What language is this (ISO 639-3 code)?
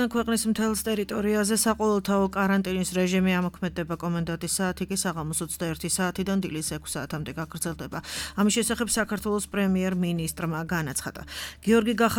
kat